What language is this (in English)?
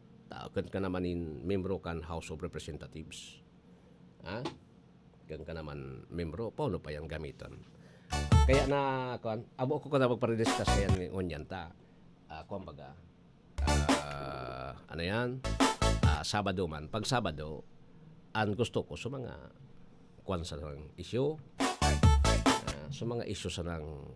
Bikol